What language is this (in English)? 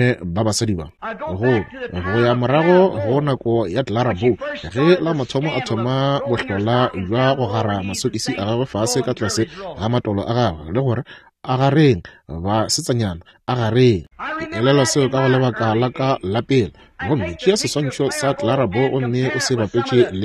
Northern Sotho